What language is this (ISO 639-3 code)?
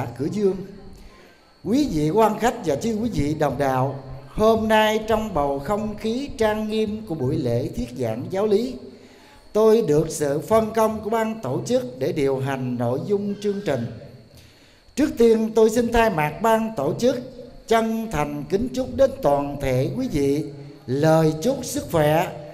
vie